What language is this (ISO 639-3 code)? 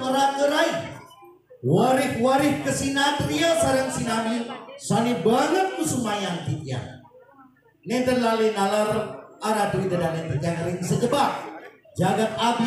ban